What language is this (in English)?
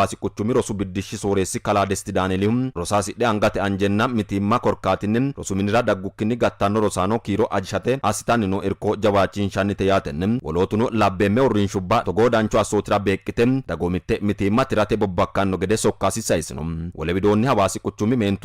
Sidamo